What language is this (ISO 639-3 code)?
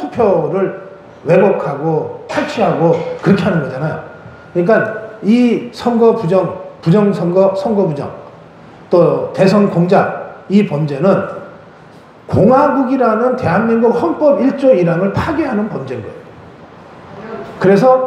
kor